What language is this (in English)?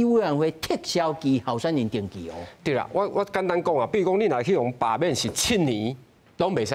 Min Nan Chinese